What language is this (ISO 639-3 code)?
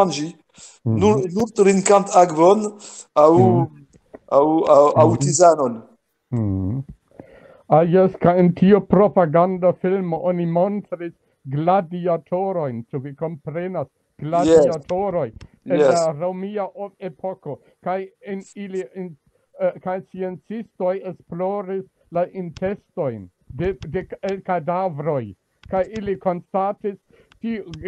epo